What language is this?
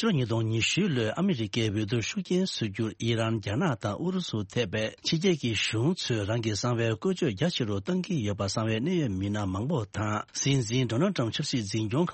Tibetan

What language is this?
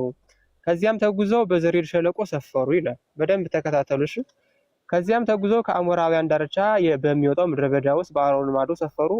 Amharic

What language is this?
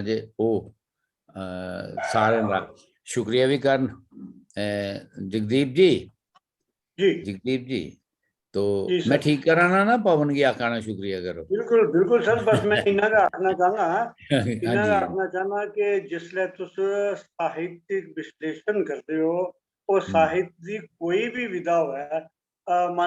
Dogri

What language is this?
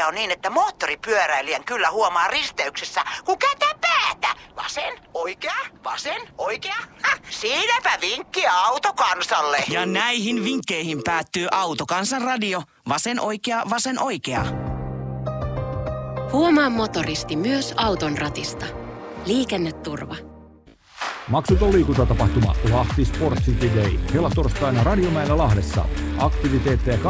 Finnish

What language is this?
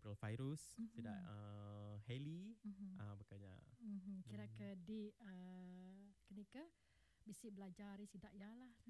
Iban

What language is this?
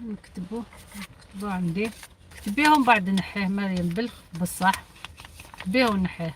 Algerian Arabic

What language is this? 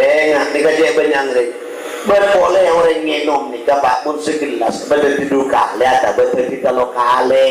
Madurese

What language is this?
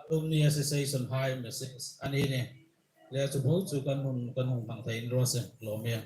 Hmar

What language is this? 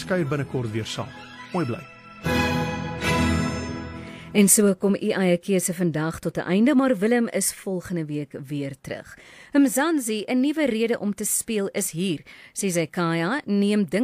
Afrikaans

